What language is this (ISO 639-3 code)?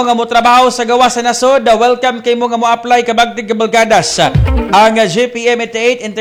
ceb